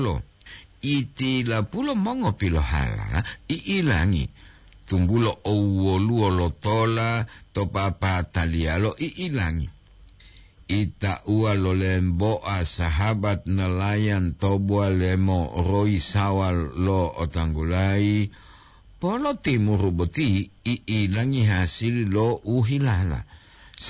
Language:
Gorontalo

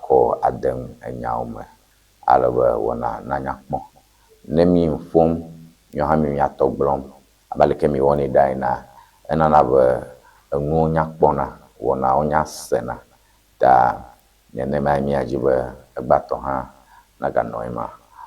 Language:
Ewe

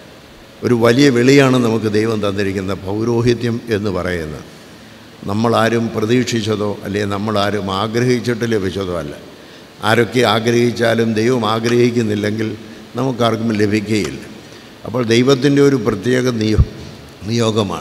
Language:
Malayalam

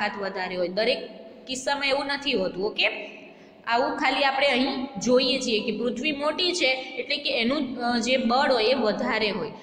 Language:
Gujarati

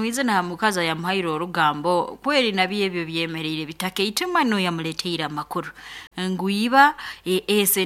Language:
Nyankole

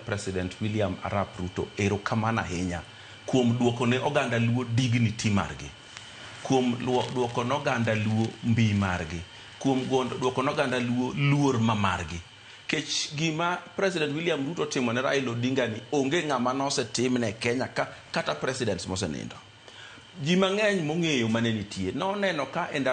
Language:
Luo (Kenya and Tanzania)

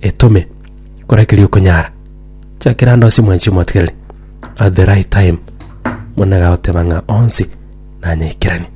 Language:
Gusii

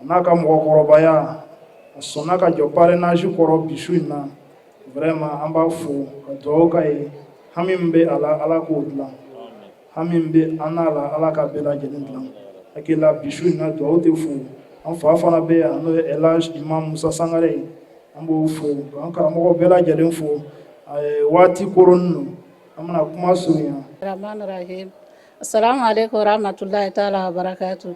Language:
Bambara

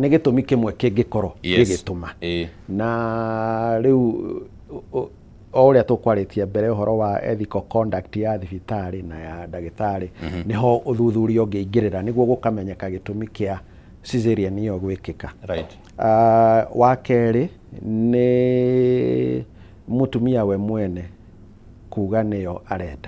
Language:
Kikuyu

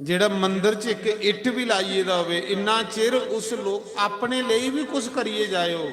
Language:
Dogri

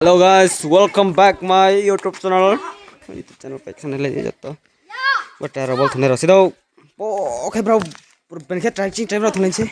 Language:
Riang (India)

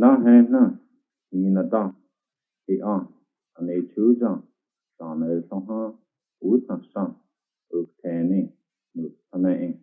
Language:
Cherokee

